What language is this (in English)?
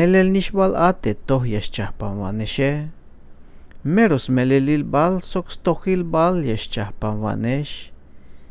Tzeltal